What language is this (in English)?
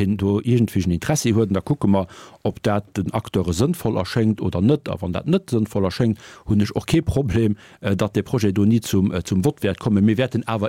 Luxembourgish